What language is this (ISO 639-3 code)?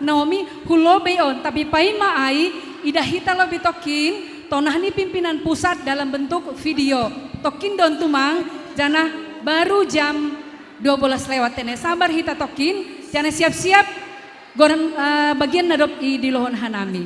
bts